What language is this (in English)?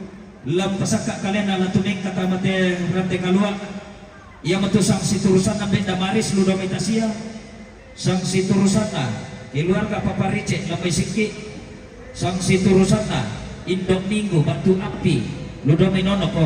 Toraja-Sa'dan